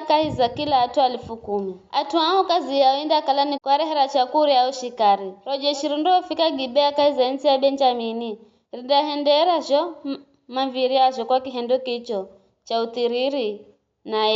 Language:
Giryama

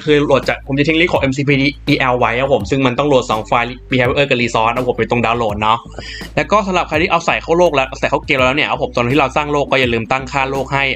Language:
Thai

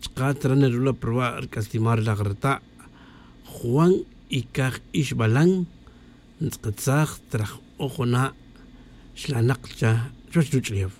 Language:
Tz'utujil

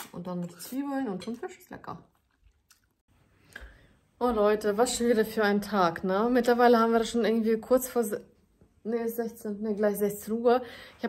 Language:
German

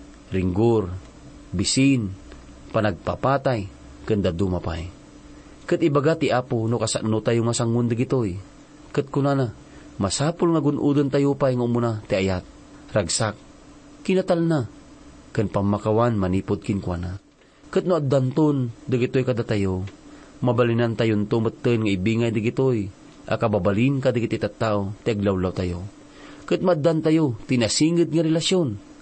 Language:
Iloko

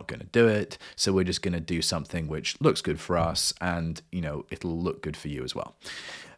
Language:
English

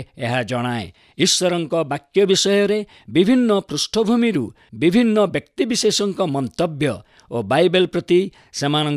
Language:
Odia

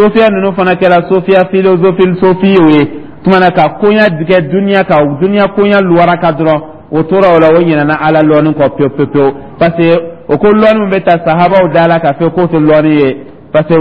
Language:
Dyula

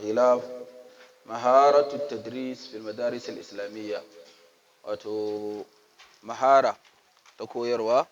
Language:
Hausa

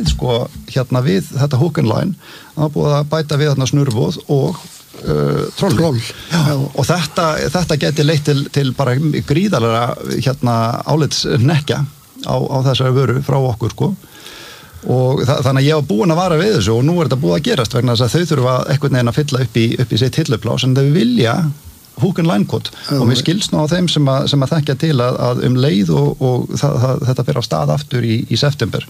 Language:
Icelandic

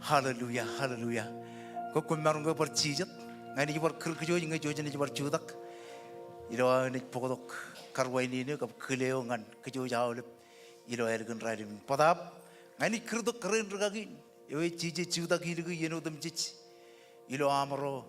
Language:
Marshallese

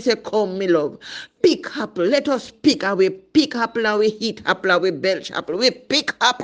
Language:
Jamaican Creole English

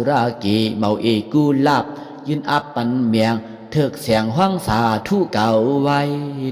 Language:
Shan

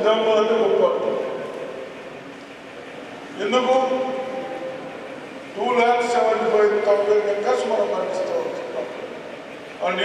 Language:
Telugu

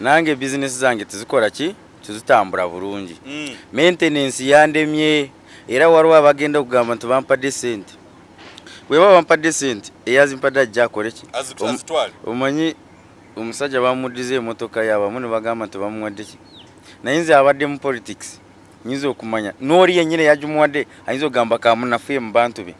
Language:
Ganda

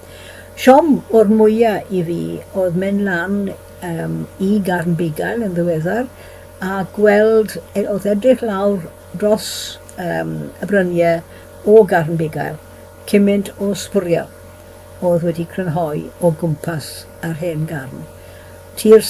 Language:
Welsh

